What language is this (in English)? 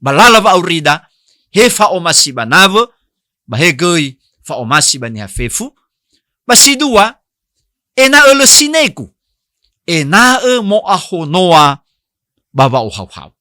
Nias